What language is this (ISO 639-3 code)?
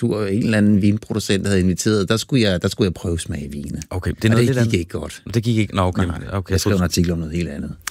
dan